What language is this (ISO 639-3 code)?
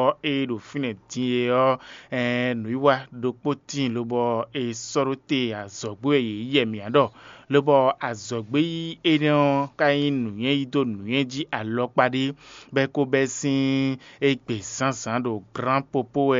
fon